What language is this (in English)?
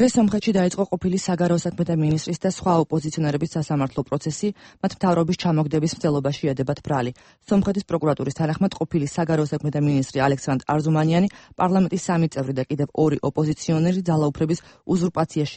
Georgian